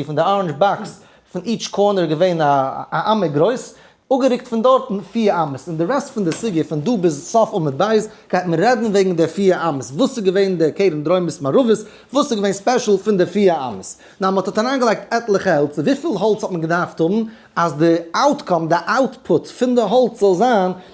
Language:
Yiddish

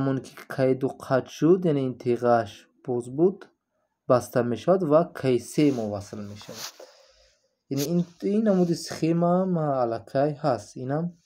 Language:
Tajik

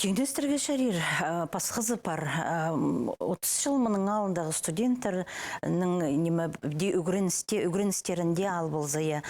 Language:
Khakas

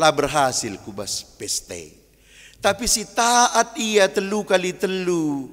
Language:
Batak Karo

